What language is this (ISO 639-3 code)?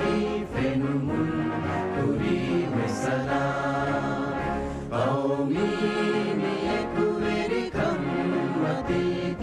div